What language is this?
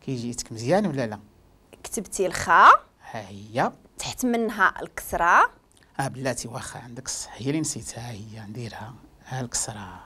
Moroccan Arabic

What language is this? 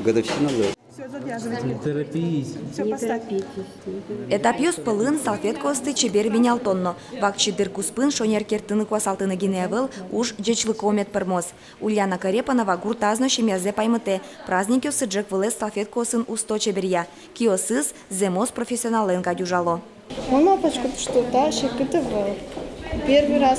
Udmurt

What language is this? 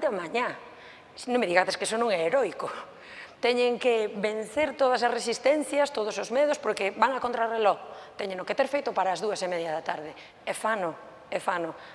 Galician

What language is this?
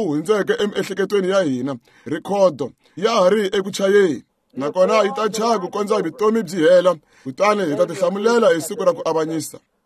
Tsonga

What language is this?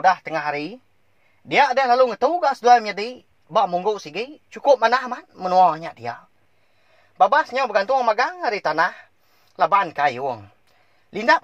Iban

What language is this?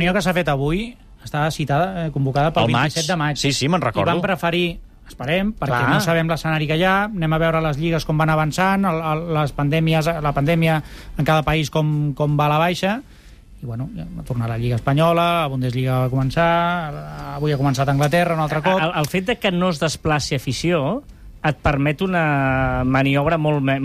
Catalan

